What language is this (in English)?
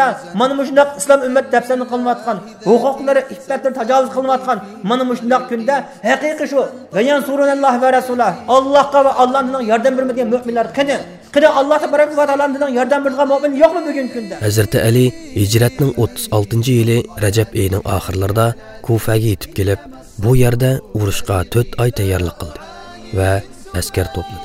Uyghur